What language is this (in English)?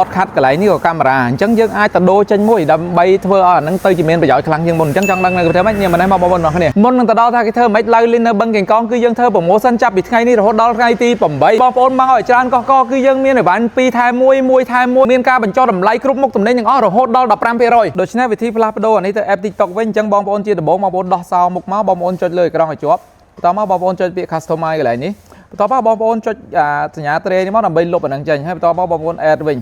Khmer